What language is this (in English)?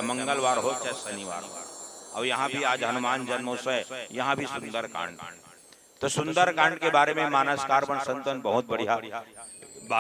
Chhattisgarhi